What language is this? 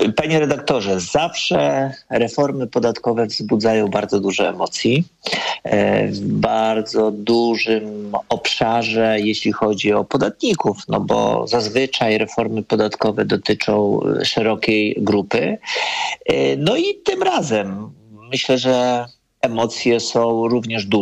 Polish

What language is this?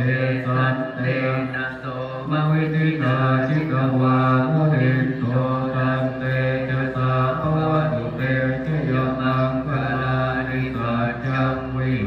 Pali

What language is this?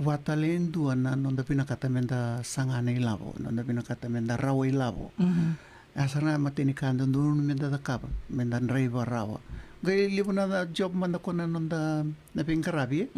Fijian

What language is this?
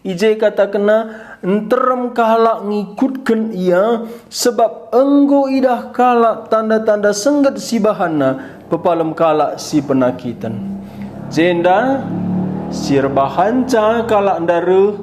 Batak Karo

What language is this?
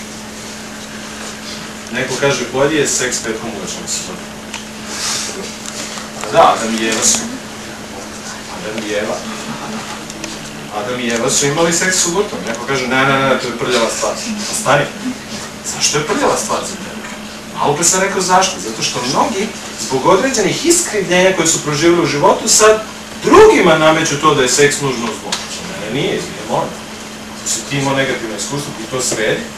Serbian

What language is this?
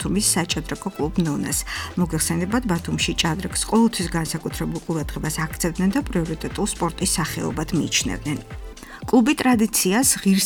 Georgian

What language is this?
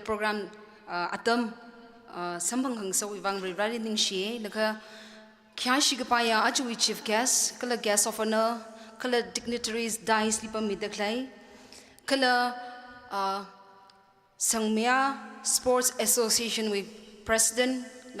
Tangkhul Naga (India)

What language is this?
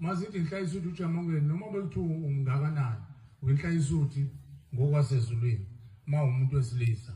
Zulu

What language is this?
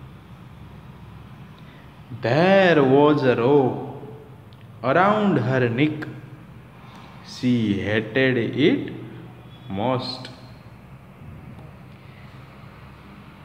Gujarati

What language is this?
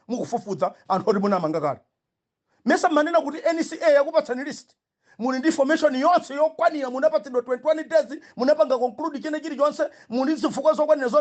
Nyanja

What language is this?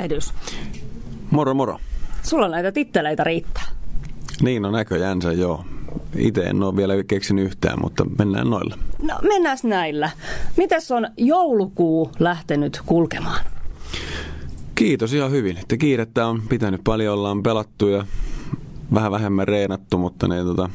Finnish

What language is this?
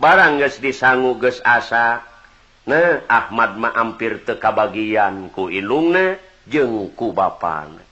Sundanese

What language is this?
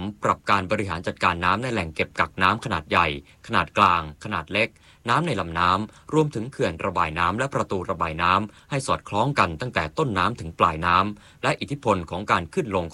Thai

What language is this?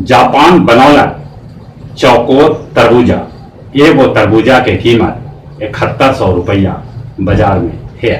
Magahi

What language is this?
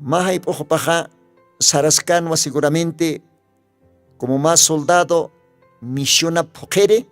Aymara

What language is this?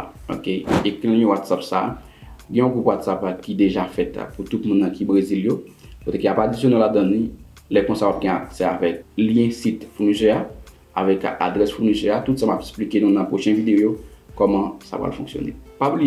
Haitian Creole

